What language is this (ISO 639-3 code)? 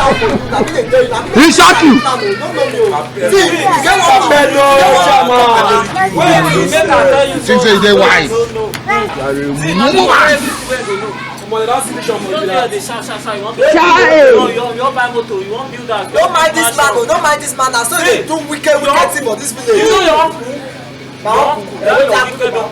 pcm